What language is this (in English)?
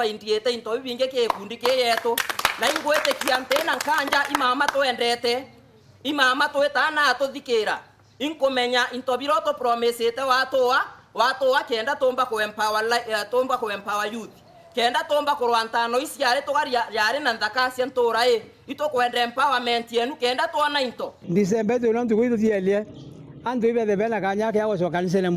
Meru